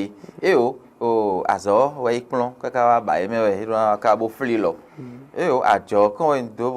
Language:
Fon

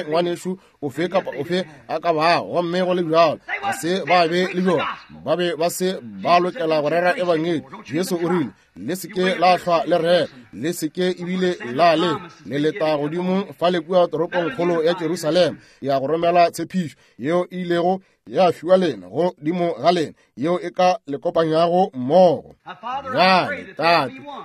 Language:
Northern Sotho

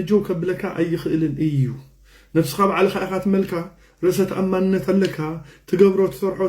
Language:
Tigrinya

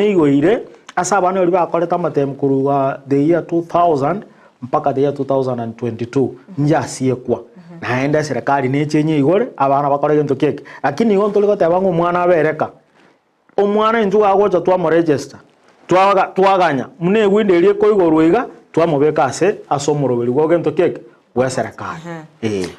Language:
Gusii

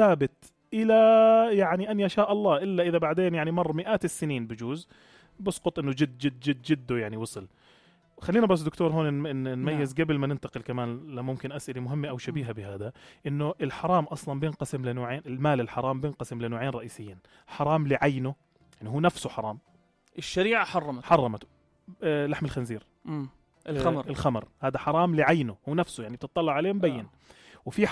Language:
North Levantine Arabic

